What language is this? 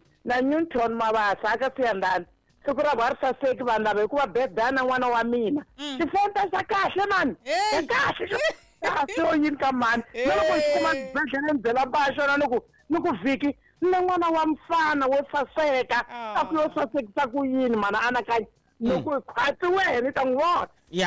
Tsonga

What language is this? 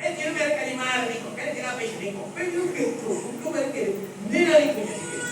Lango (Uganda)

